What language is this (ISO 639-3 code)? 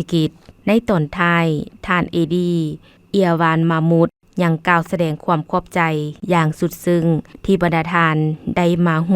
lao